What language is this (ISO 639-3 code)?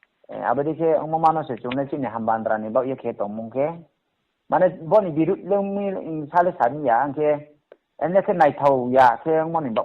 ria